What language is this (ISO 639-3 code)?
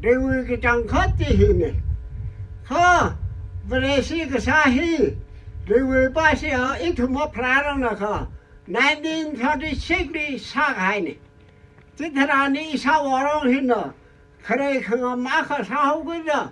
nmf